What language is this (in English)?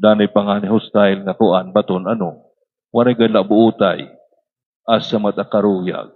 Waray